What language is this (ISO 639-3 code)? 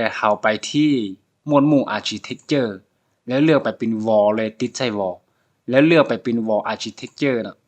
lao